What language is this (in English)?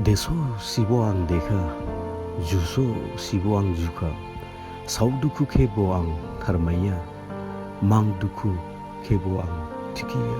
Dimasa